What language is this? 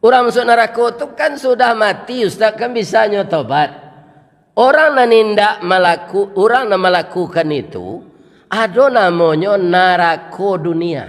Minangkabau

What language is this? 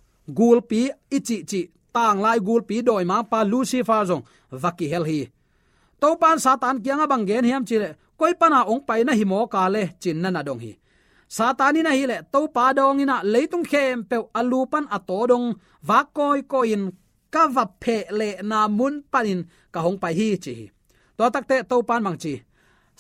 Tedim Chin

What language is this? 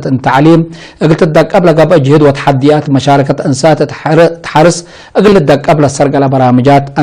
Tigre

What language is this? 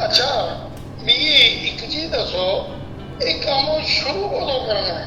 Dogri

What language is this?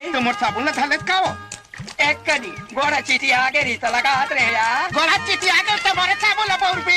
Chhattisgarhi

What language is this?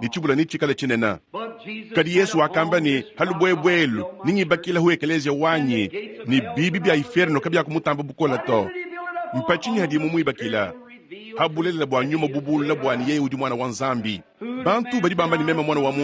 Luba-Lulua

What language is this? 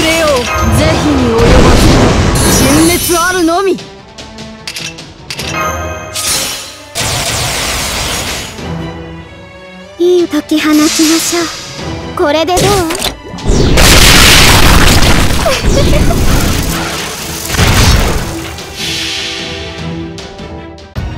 Japanese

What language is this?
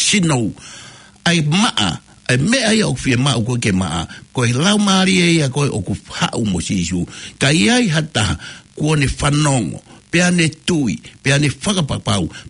Tongan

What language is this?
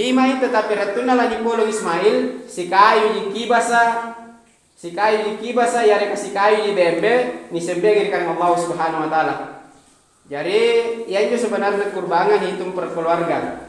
Makasar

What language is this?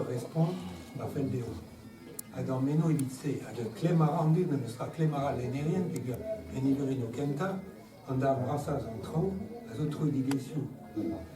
Breton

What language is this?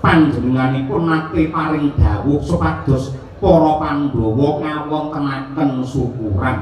Javanese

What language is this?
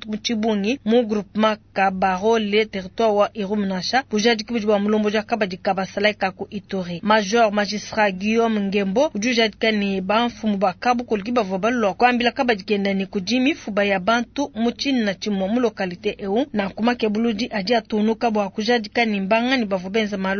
Luba-Lulua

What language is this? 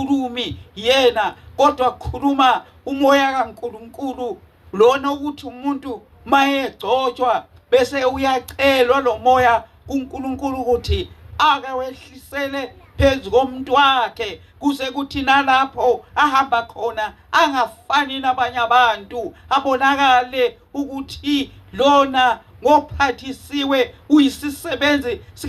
Zulu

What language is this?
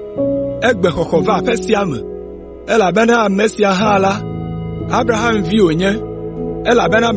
Ewe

